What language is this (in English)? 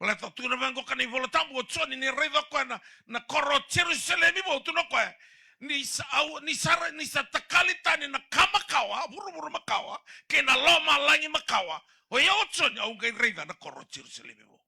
Fijian